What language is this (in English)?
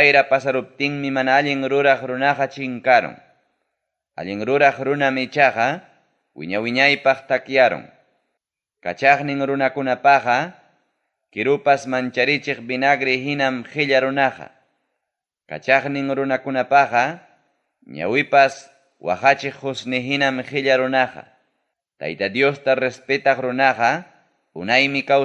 Ayacucho Quechua